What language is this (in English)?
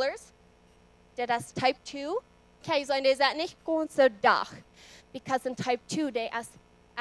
Plautdietsch